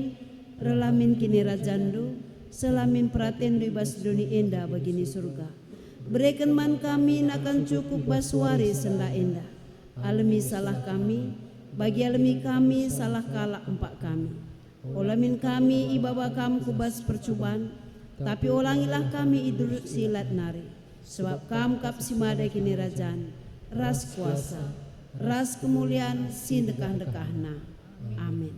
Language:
Batak Karo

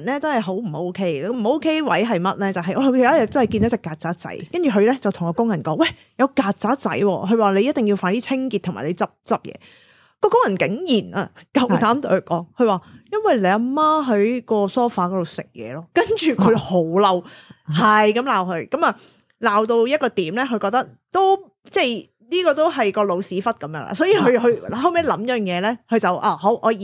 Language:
Cantonese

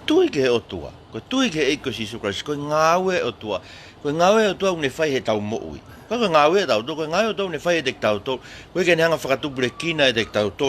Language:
Tongan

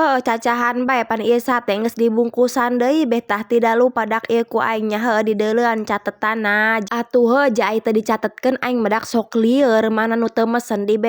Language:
Sundanese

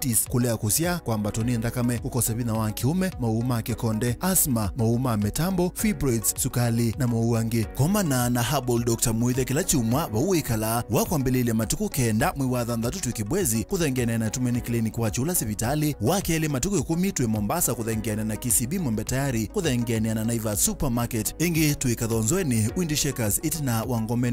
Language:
Kamba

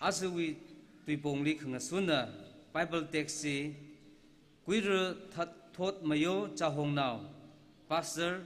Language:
Tangkhul Naga (India)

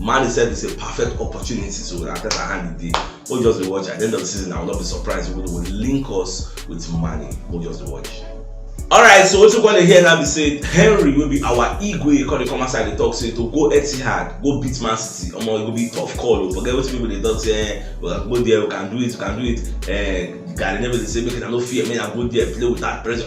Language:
Nigerian Pidgin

